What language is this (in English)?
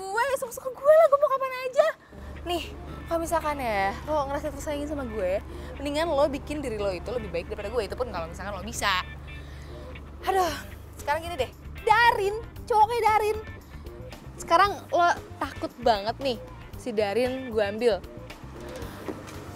Indonesian